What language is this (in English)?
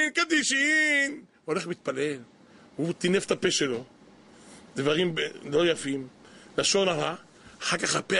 Hebrew